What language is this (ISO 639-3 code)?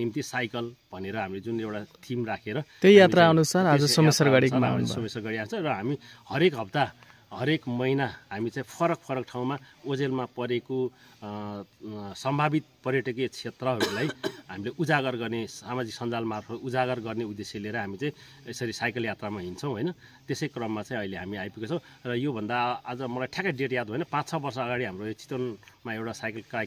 nep